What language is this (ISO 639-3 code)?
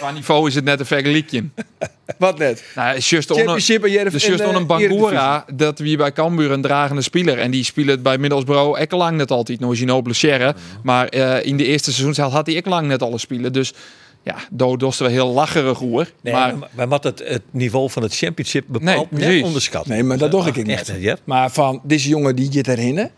fry